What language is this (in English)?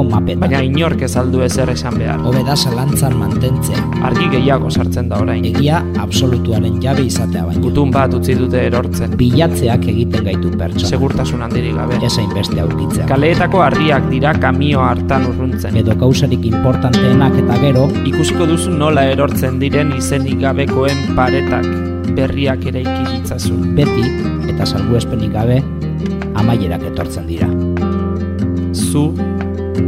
Basque